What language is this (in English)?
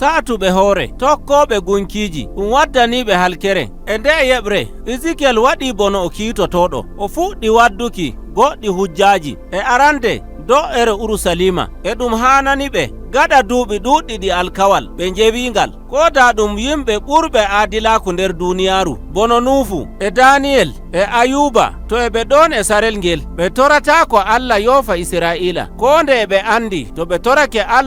Nigerian Fulfulde